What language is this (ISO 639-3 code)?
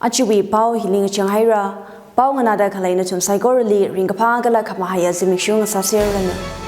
nmf